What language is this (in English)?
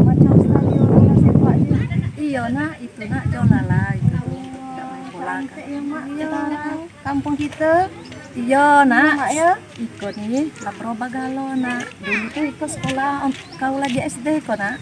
Musi